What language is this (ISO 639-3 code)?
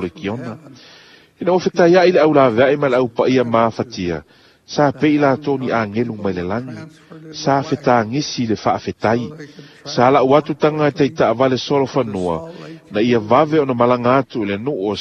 smo